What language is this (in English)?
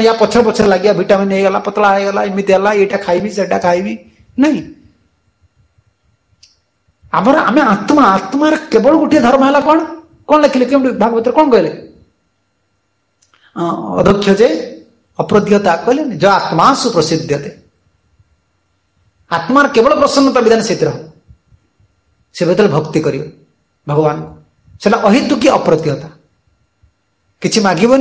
Odia